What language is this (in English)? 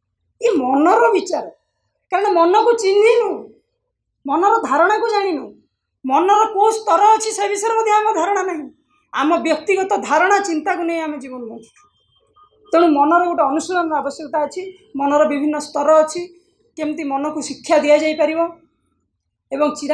Odia